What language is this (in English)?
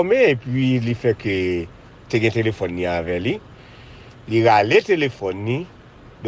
Haitian Creole